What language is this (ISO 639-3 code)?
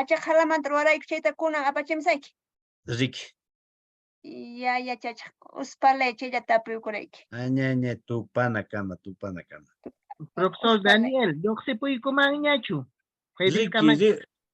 que